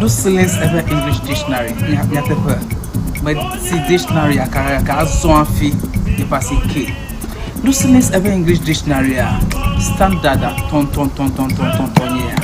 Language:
Ewe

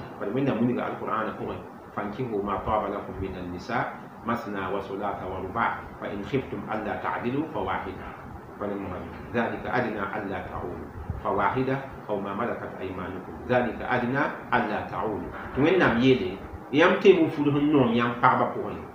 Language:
Mossi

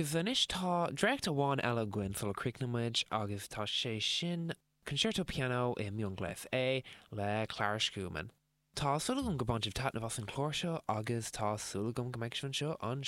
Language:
Irish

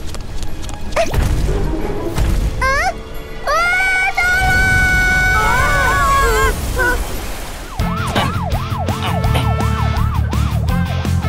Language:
Indonesian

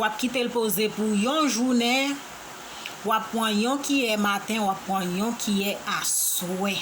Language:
Haitian Creole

